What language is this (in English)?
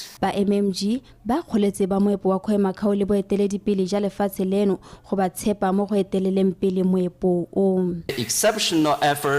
Tswana